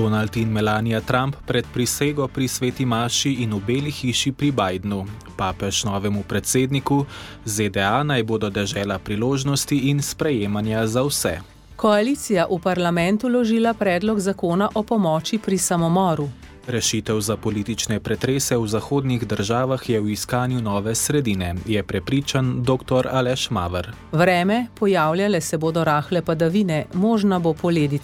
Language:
Slovenian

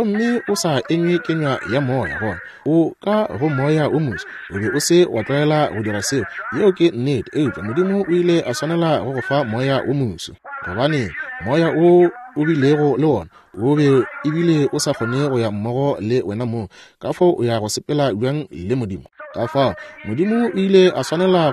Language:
Northern Sotho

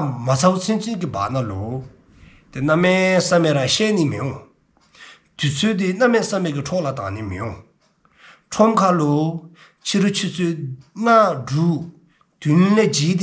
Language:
Dzongkha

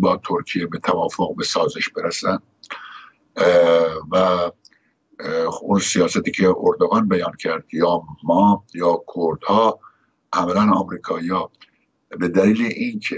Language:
Persian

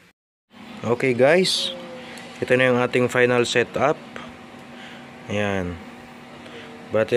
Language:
Filipino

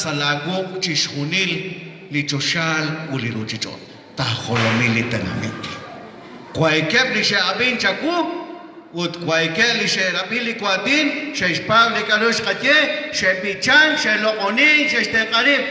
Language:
Kekchí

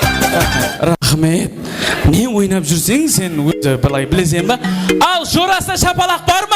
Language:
Kara-Kalpak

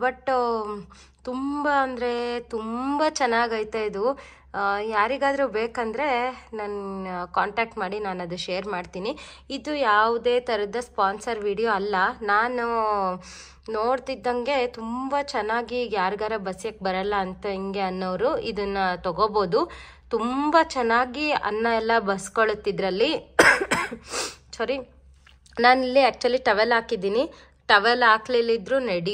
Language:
Kannada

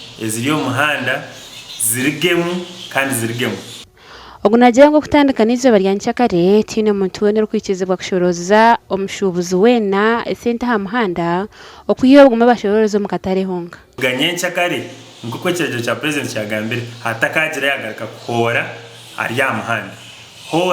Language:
Nyankole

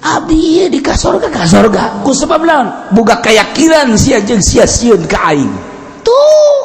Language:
Sundanese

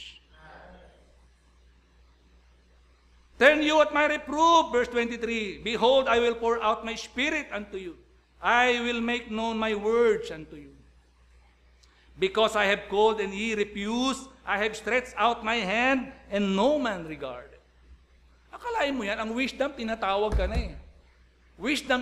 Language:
Filipino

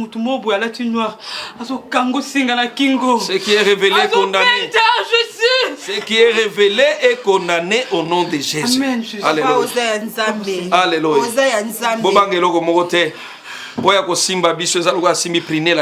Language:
Lingala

